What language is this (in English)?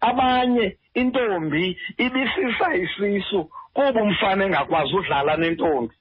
Xhosa